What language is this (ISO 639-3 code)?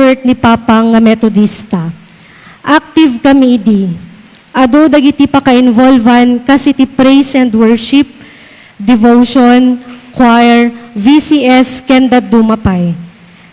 ilo